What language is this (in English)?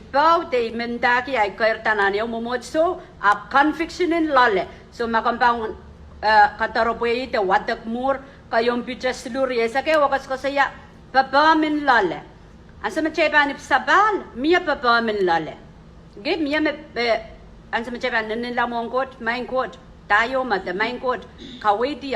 Pohnpeian